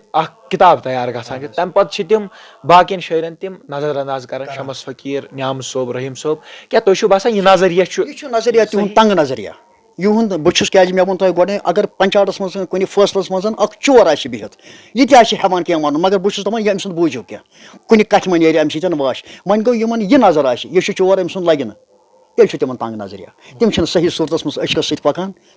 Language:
Kashmiri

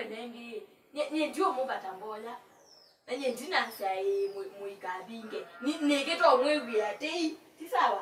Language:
Kamba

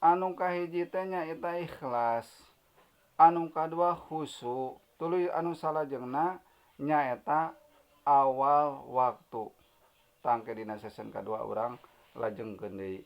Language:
Sundanese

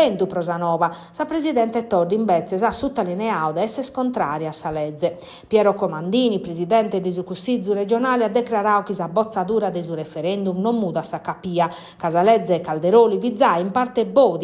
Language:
Sardinian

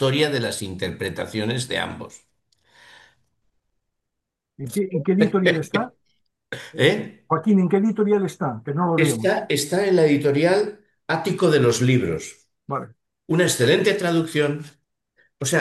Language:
Spanish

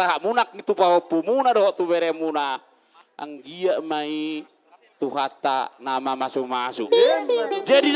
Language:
Batak Toba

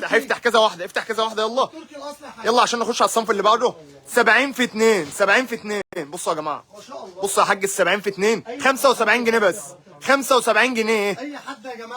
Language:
Egyptian Arabic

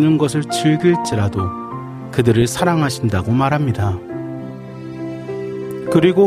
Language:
Korean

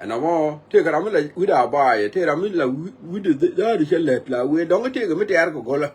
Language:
Nuer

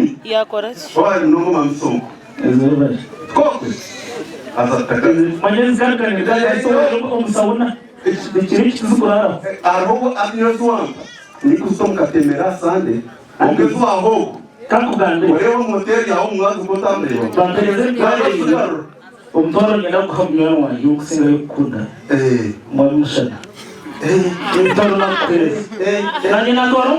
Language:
Nyankole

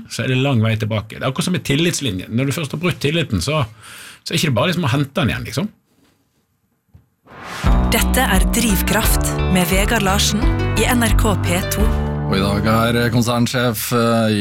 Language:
Norwegian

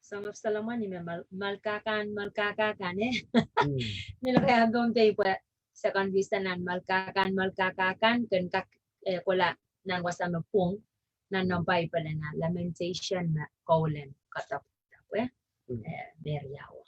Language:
Pohnpeian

